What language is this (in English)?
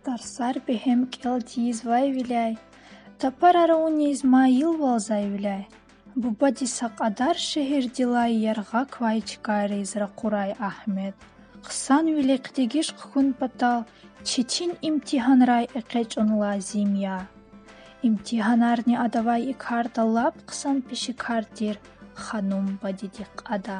Lezghian